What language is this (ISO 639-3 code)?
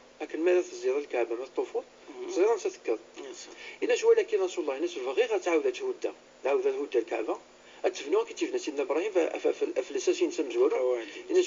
ary